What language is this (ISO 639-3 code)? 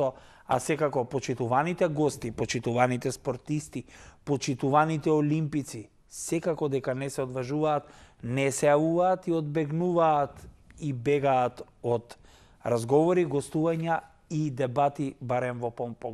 mkd